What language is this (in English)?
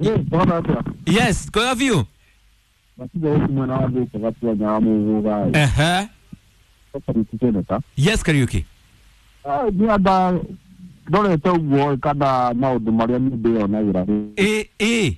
Kikuyu